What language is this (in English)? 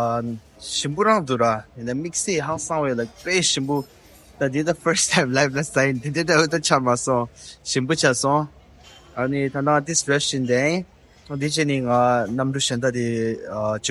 Tibetan